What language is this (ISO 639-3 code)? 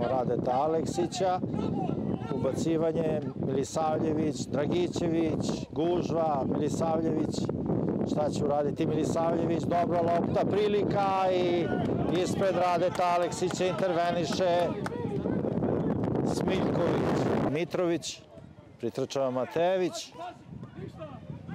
srp